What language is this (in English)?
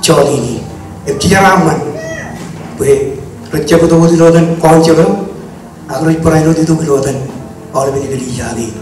Marshallese